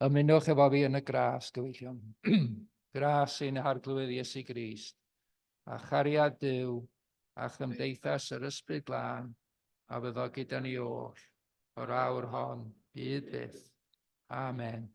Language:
Welsh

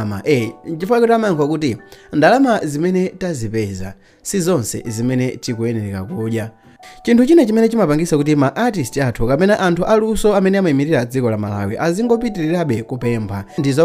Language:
Nyanja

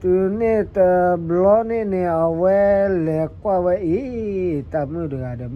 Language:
S'gaw Karen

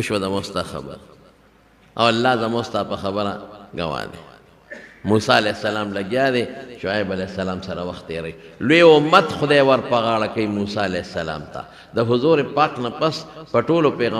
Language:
Pashto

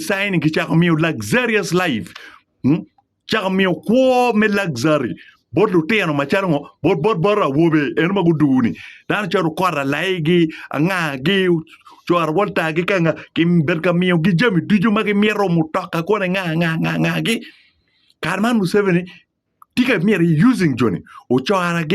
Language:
Acoli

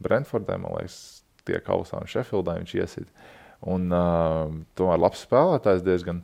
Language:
Latvian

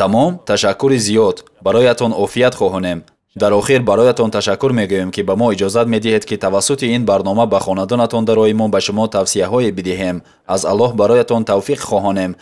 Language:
Tajik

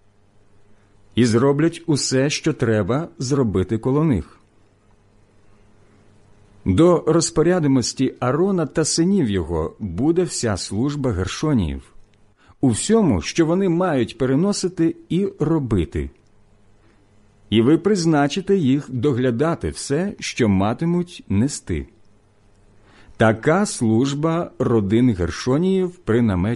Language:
Ukrainian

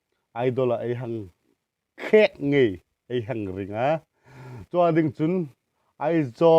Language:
Hmar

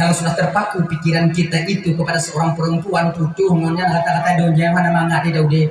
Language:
Achinese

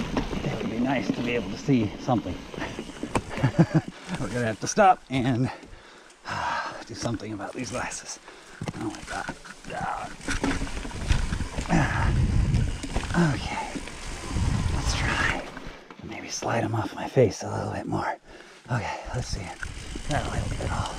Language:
English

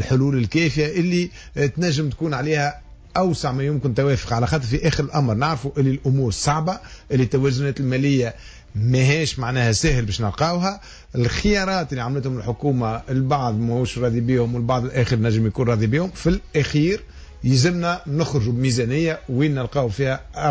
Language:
Tunisian Arabic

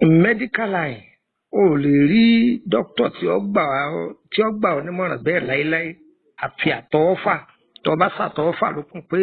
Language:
Yoruba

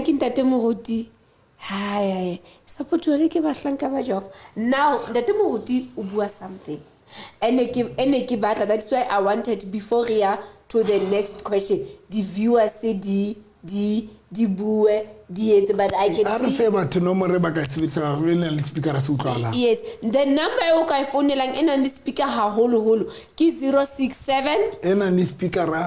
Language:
Southern Sotho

